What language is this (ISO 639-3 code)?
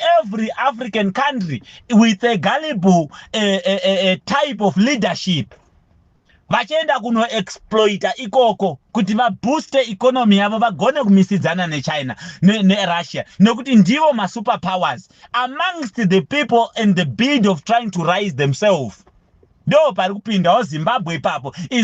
sna